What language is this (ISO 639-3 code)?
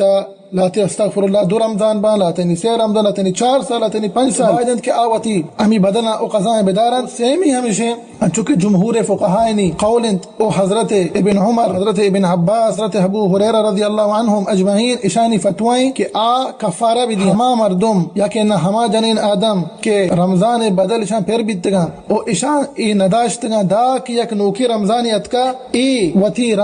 bal